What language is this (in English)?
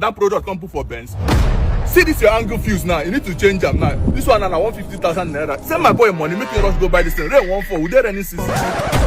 Nigerian Pidgin